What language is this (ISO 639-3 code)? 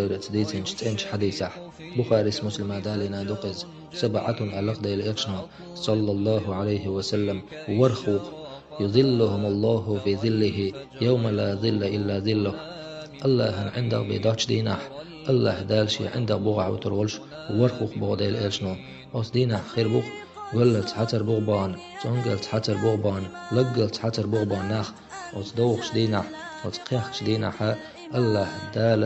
che